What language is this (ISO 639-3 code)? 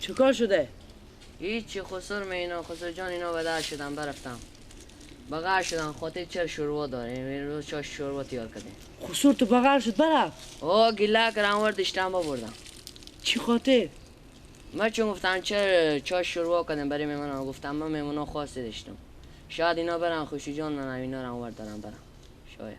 fas